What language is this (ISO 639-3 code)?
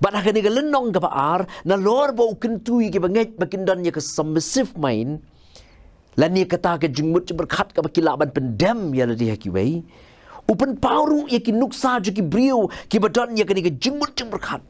kha